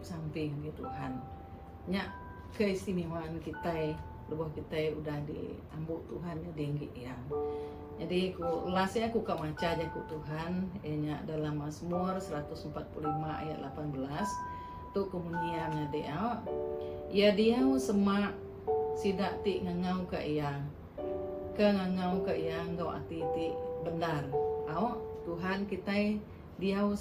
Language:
Iban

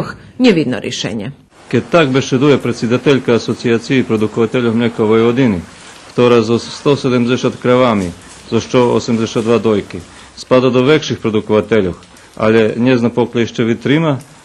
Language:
Rusyn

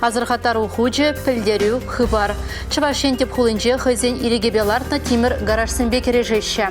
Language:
Chuvash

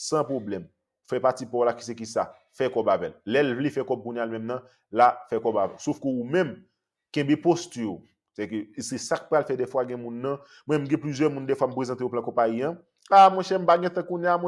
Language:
Haitian Creole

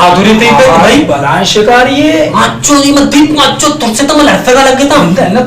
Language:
Baluchi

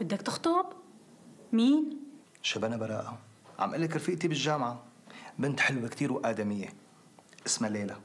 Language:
North Levantine Arabic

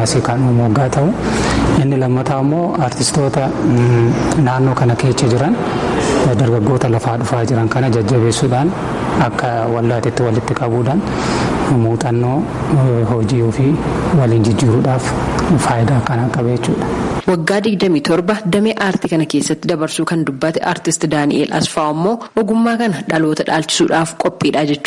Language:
Oromo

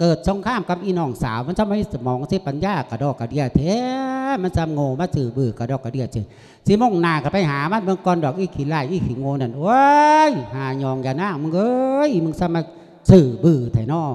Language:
Lao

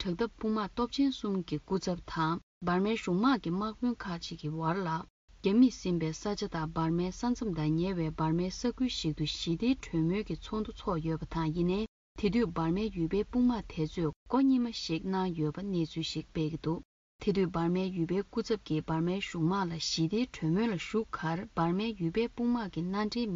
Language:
Tibetan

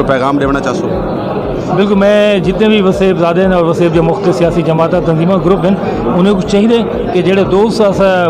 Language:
Saraiki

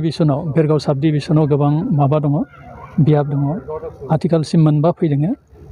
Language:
Bodo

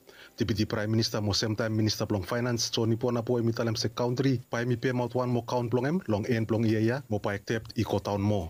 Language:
Bislama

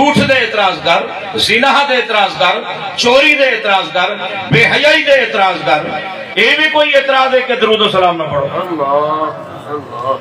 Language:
Saraiki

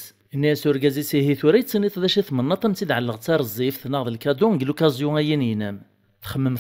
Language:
Kabyle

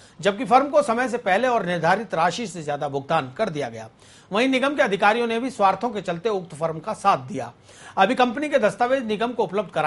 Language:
Hindi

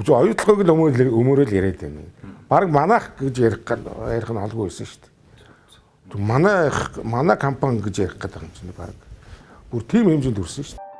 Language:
Mongolian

